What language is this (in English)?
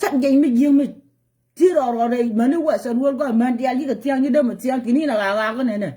Nuer